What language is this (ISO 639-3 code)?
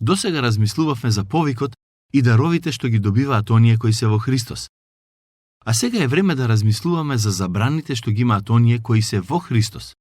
mkd